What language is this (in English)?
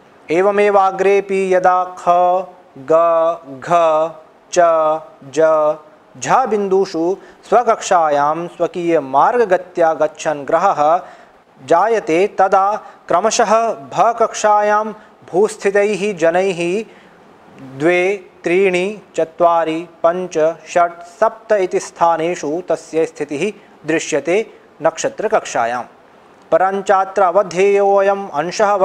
Sanskrit